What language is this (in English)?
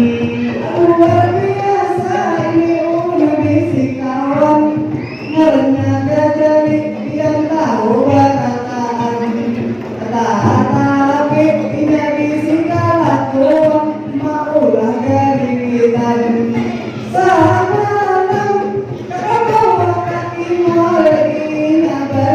Banjar